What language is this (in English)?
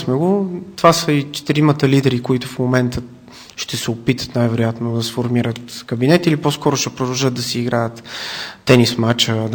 Bulgarian